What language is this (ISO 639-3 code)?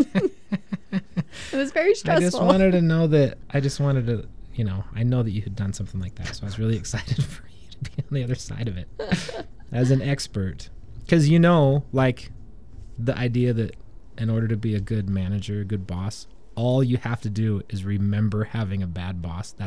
eng